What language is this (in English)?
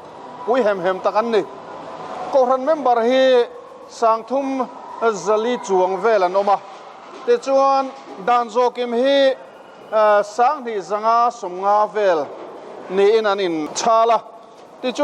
Mizo